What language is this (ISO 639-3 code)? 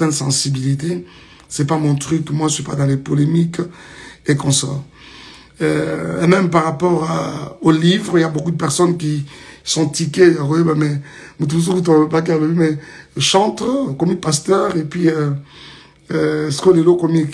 fra